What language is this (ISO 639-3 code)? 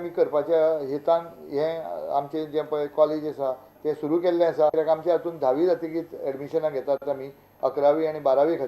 kok